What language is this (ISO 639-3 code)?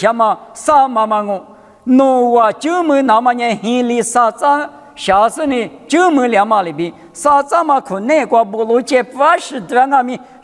lis